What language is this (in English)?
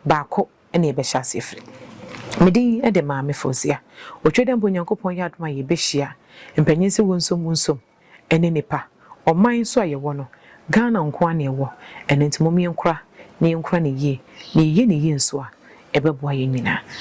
Akan